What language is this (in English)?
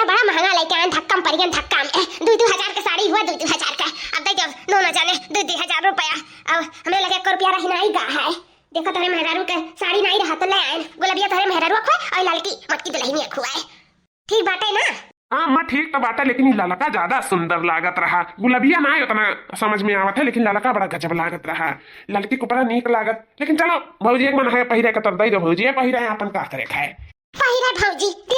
Awadhi